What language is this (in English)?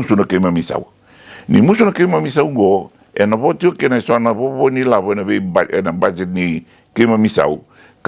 Fijian